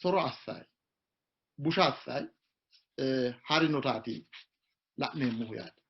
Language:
Sidamo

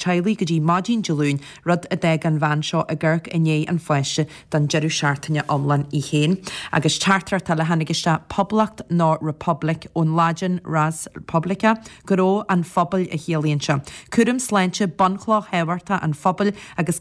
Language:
Irish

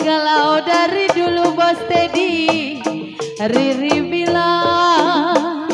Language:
Betawi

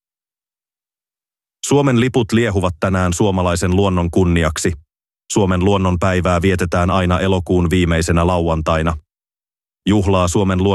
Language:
Finnish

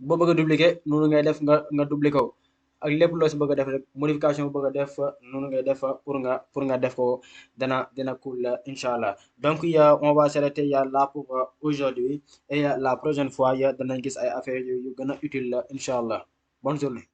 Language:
Wolof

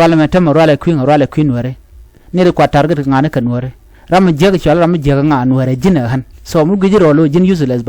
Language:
Nuer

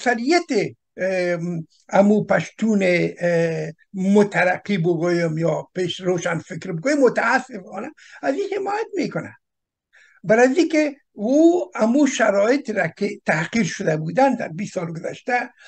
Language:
Persian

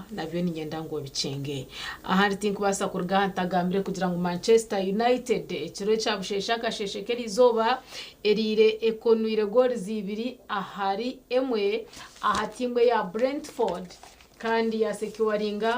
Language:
Nyankole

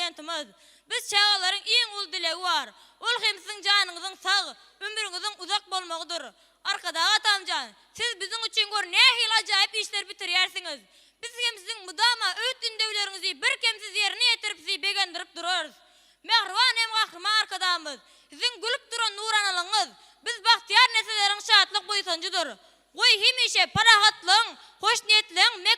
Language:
Turkmen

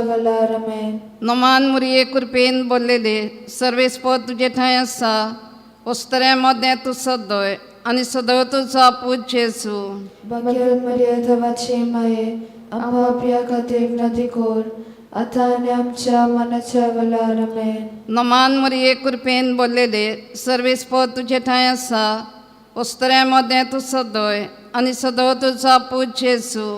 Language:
Konkani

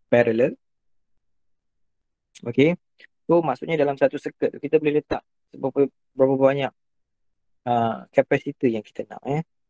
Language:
Malay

